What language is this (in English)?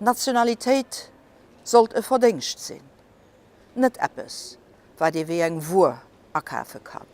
Luxembourgish